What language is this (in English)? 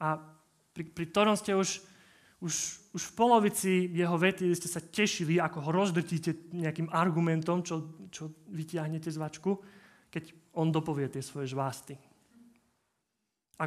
Slovak